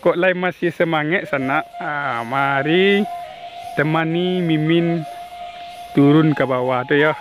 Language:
Minangkabau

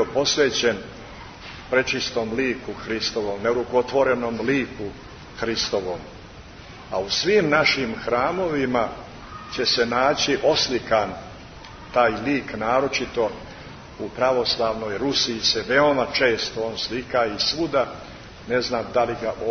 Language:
Serbian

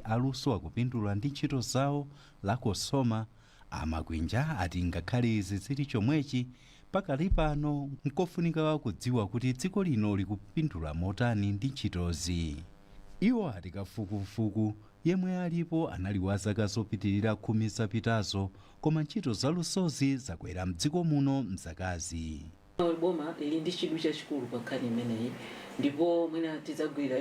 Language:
Nyanja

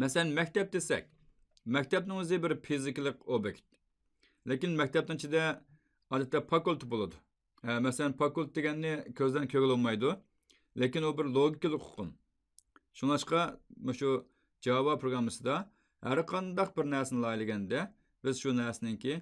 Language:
Uyghur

